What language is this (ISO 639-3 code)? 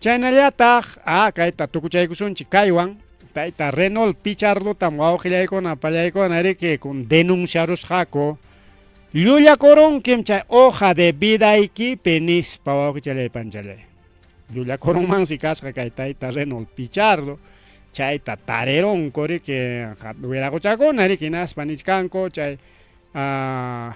quy